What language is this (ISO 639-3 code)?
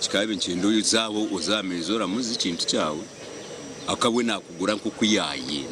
nyn